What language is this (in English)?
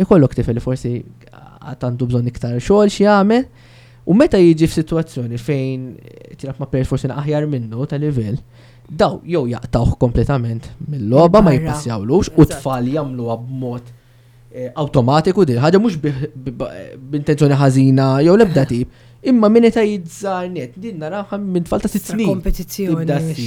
Maltese